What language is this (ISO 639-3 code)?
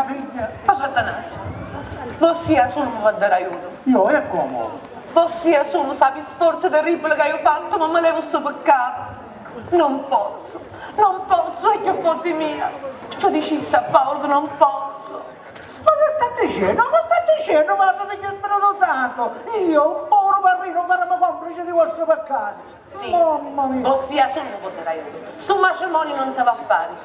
scn